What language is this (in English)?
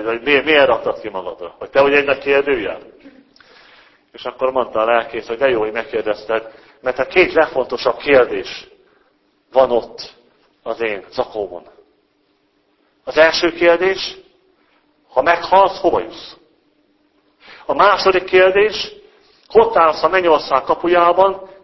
Hungarian